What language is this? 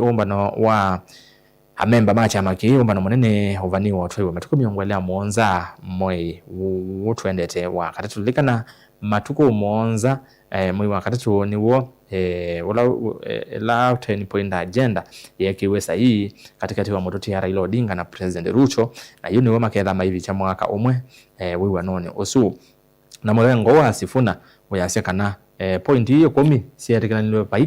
Kamba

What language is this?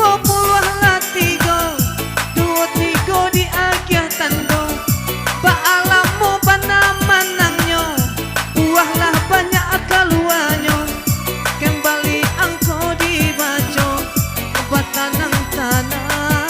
Minangkabau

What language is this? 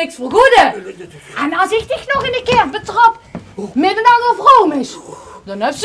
Limburgish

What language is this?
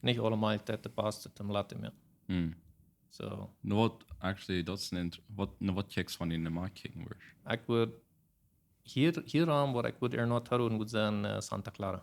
Plautdietsch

